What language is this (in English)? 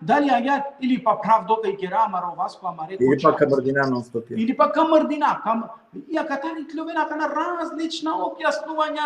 Balkan Romani